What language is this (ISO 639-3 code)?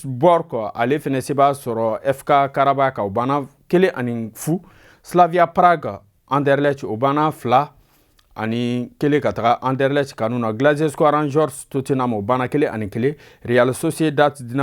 bam